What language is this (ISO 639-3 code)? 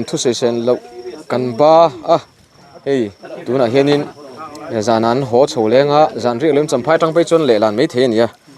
lus